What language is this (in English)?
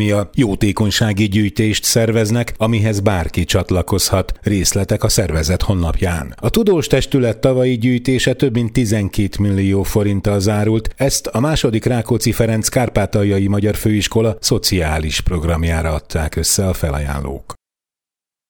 Hungarian